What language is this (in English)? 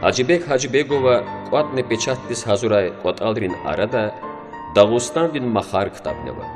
Lezghian